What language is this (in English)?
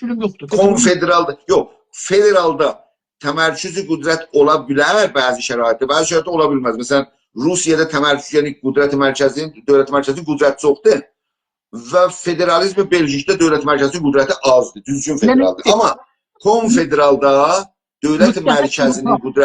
South Azerbaijani